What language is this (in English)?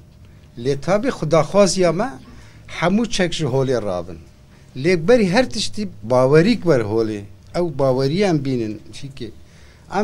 Kurdish